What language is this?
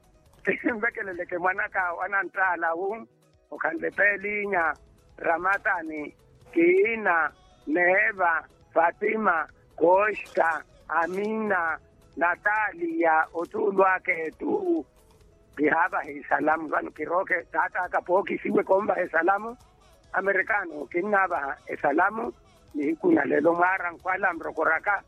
Makhuwa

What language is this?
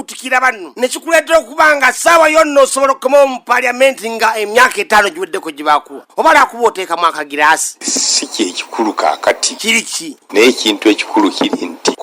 Ganda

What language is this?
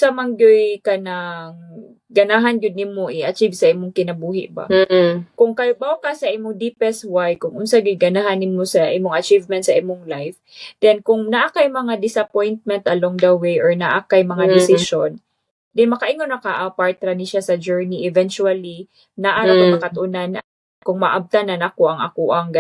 Cebuano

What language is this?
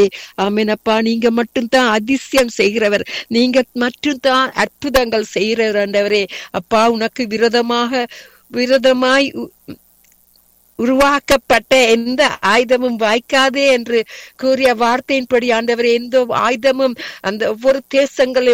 Tamil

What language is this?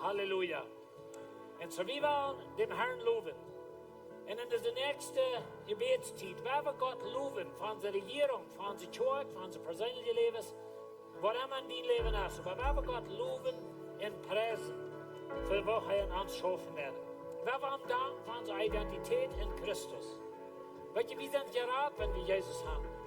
Plautdietsch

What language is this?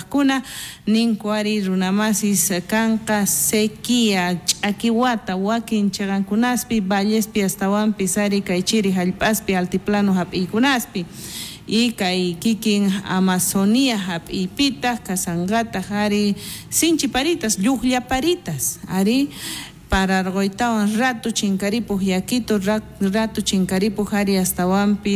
South Bolivian Quechua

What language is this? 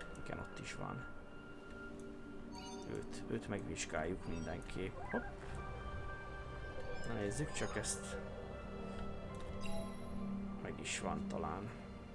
Hungarian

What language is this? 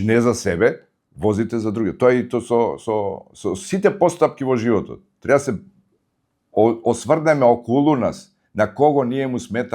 Macedonian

